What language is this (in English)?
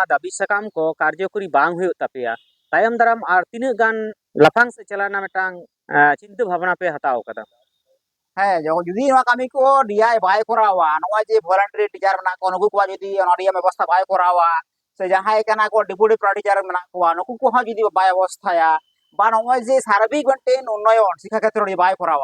Santali